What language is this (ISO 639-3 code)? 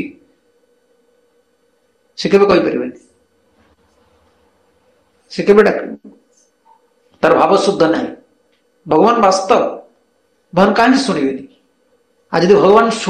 ori